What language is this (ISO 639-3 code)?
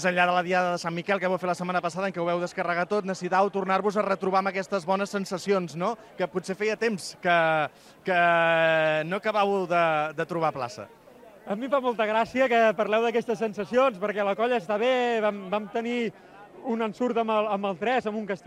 cat